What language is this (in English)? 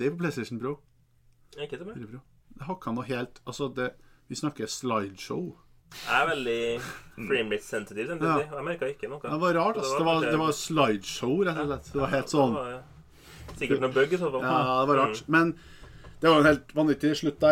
Norwegian